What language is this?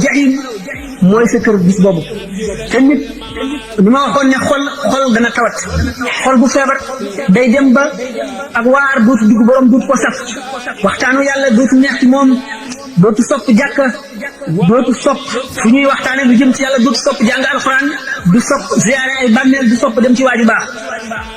Wolof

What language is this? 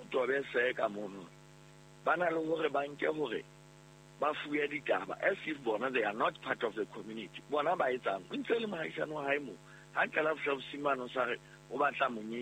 Southern Sotho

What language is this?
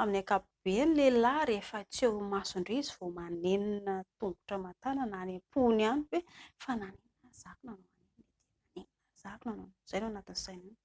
Malagasy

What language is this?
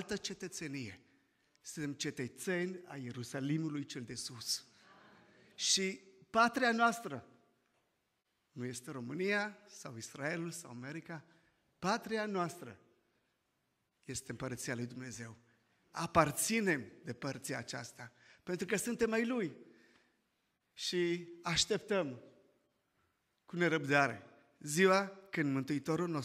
Romanian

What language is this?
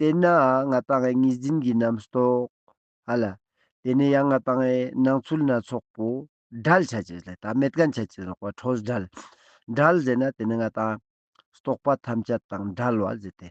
Ladakhi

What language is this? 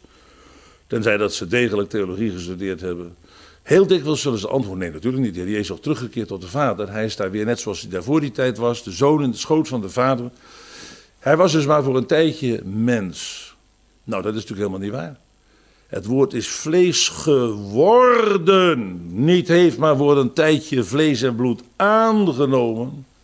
Dutch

